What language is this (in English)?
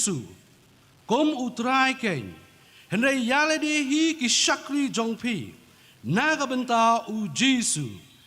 Khasi